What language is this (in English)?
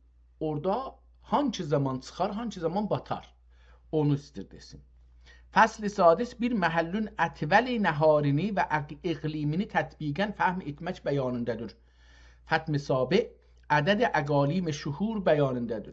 South Azerbaijani